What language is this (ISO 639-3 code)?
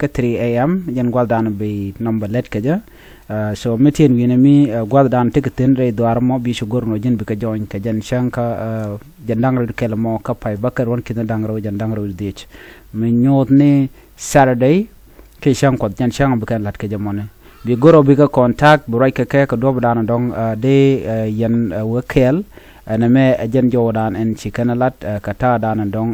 nus